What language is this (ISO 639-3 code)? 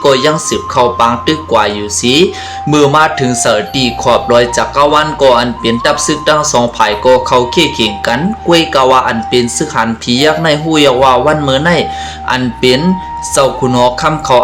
shn